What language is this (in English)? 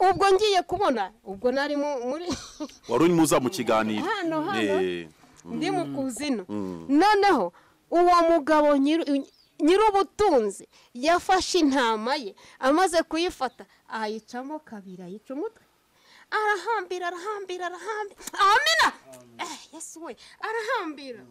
Kinyarwanda